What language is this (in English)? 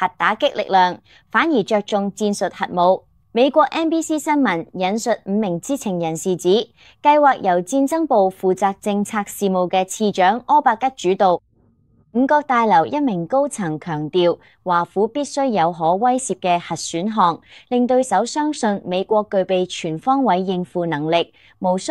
Cantonese